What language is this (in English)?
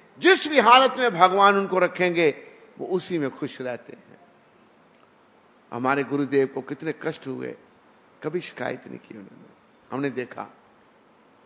Hindi